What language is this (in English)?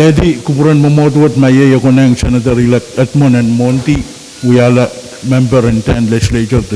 Pohnpeian